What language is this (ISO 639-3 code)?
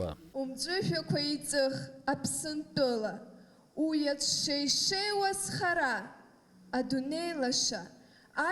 abk